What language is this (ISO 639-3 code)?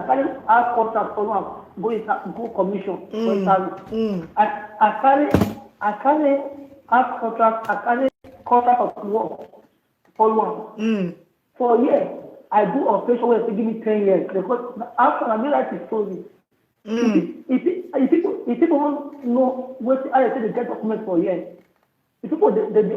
pcm